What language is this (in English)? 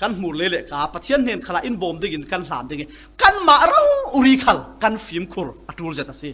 Falam Chin